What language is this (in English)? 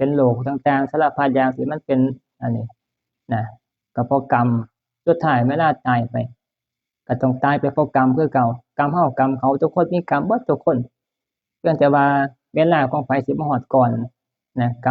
Northeastern Thai